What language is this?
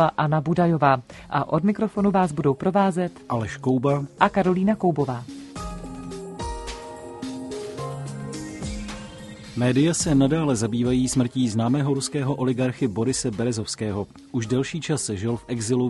Czech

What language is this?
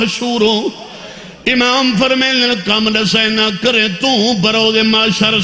Urdu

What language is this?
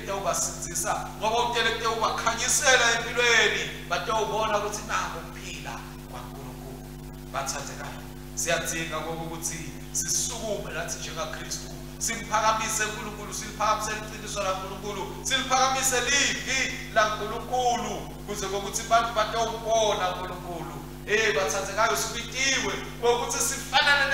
Swati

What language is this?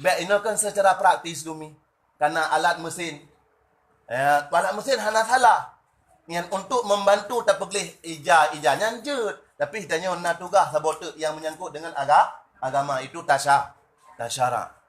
Achinese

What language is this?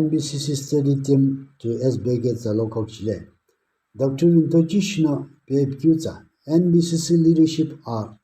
Sumi Naga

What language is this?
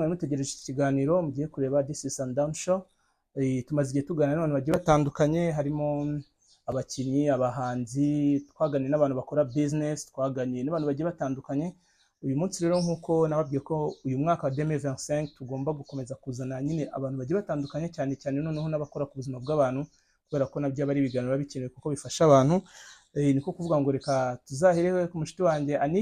Kinyarwanda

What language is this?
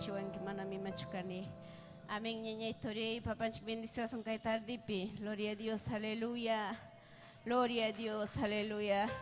Ayacucho Quechua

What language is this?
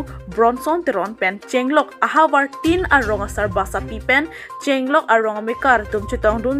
Karbi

